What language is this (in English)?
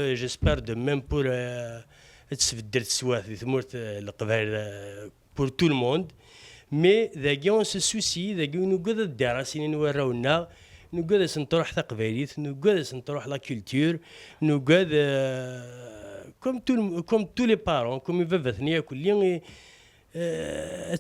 Kabyle